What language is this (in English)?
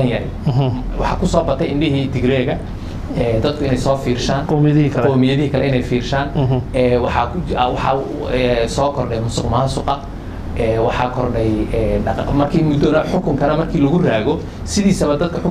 Somali